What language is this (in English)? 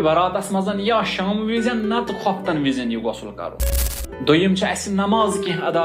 Kashmiri